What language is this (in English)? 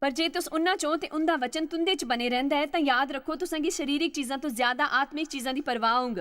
Dogri